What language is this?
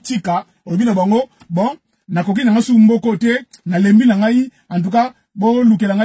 Lingala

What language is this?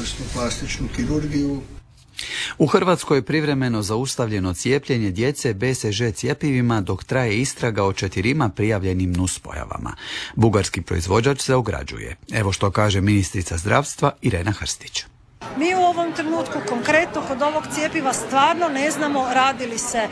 Croatian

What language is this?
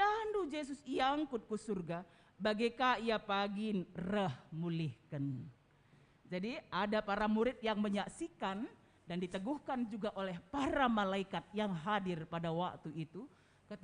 Batak Karo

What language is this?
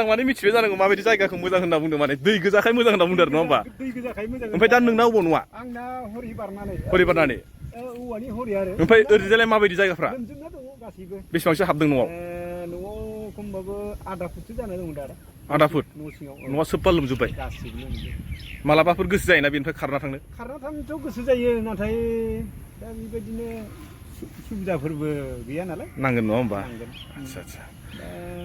Bodo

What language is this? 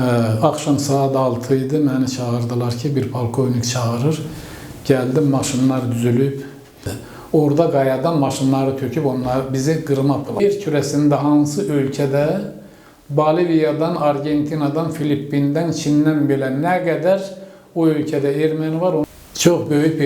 Azerbaijani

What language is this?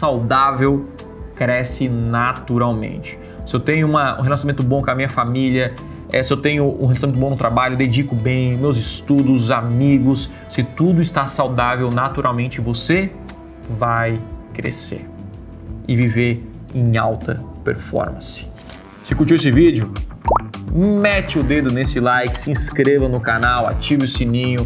Portuguese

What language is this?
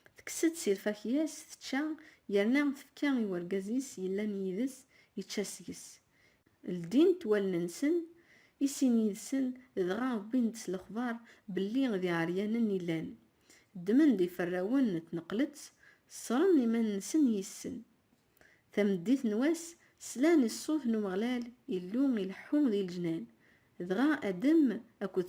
Kabyle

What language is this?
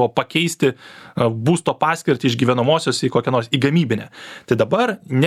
Lithuanian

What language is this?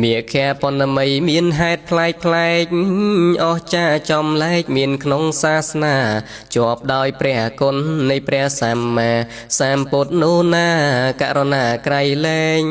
Khmer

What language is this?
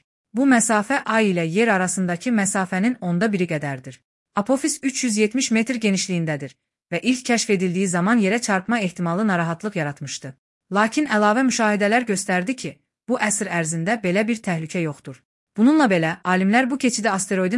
Azerbaijani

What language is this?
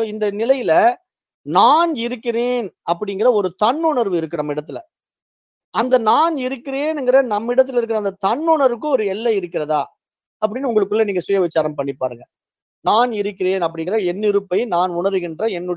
Tamil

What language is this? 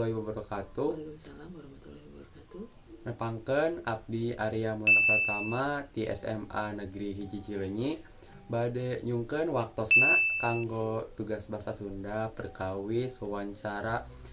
Sundanese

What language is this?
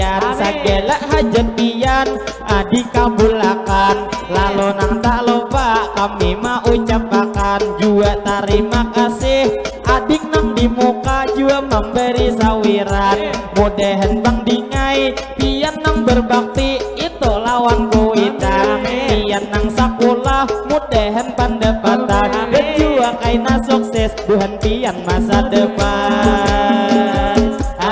Banjar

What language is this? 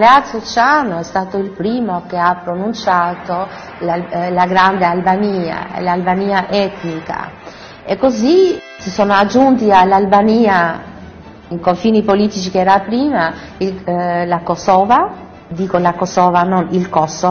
Italian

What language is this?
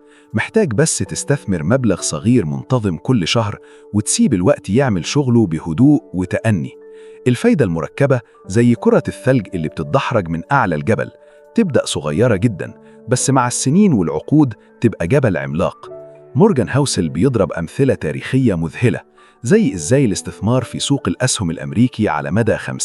Egyptian Arabic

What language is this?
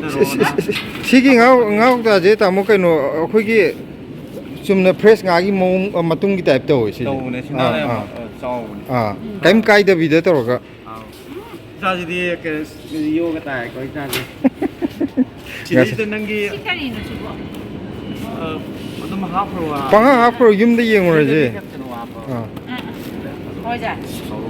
Manipuri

